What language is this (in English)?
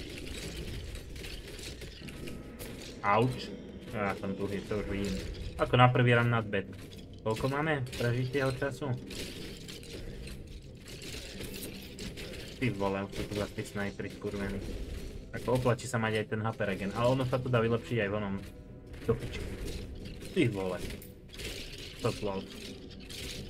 Slovak